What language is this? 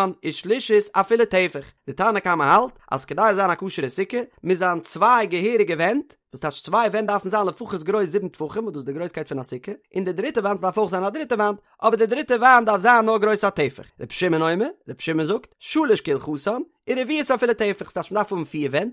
Yiddish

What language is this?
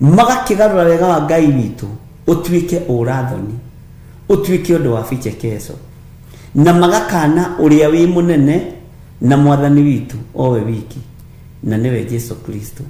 Kikuyu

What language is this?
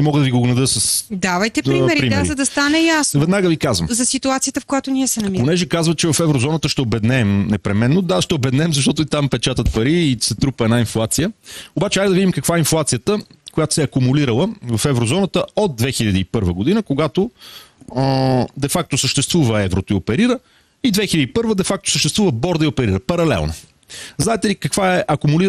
Bulgarian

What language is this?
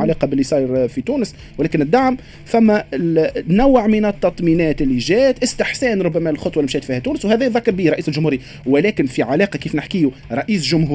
Tunisian Arabic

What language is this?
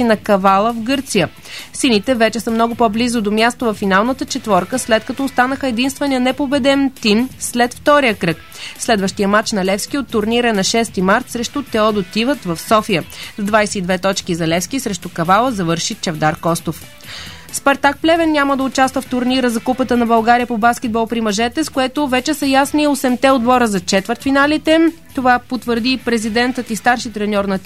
Bulgarian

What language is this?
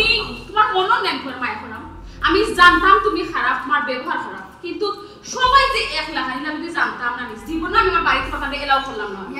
Sylheti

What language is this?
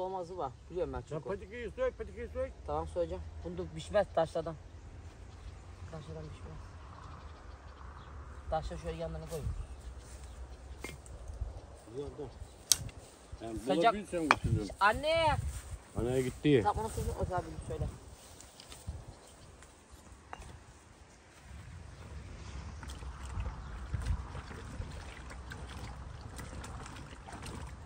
Turkish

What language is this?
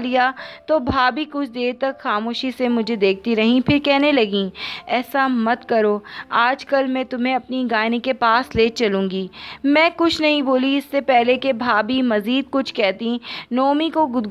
Urdu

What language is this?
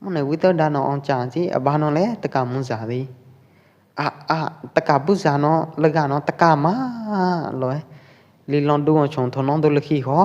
Pwo Eastern Karen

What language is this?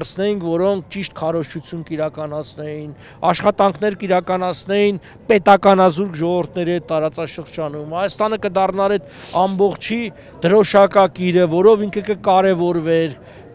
Armenian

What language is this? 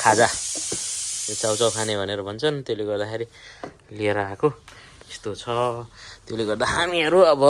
Nepali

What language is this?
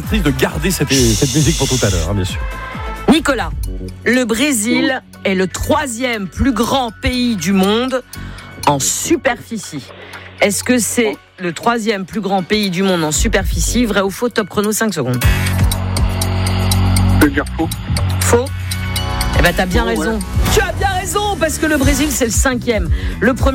French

